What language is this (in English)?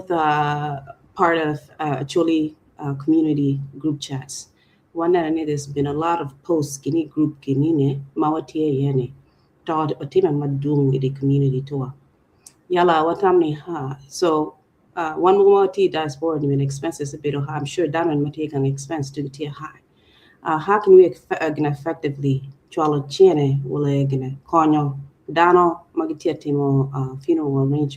Acoli